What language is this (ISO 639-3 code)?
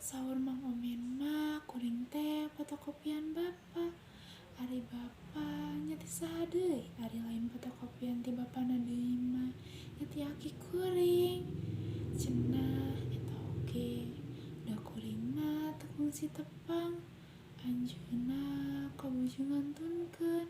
sun